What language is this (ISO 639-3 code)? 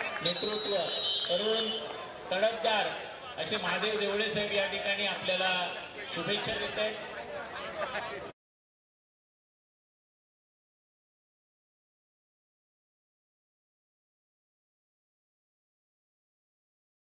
mar